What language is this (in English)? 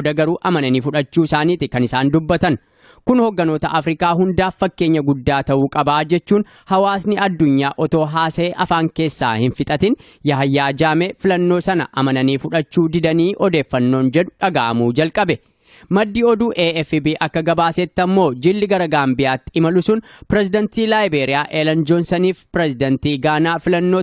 Oromo